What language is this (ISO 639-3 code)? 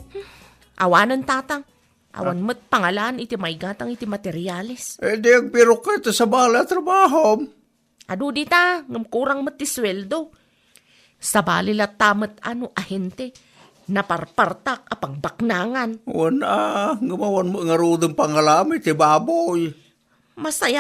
ilo